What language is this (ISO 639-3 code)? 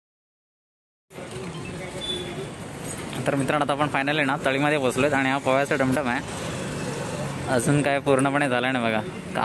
mar